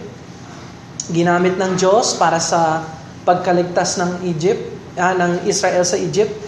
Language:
Filipino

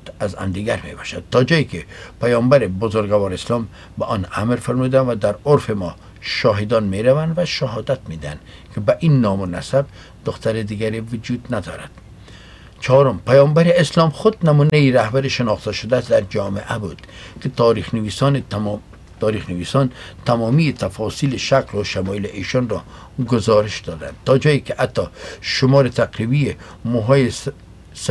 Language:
Persian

